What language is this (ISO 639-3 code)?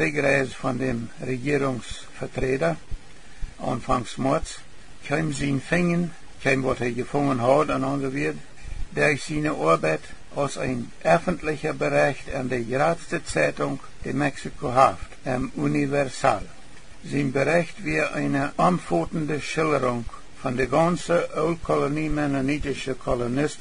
pdt